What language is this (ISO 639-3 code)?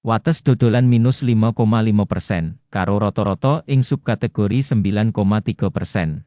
jav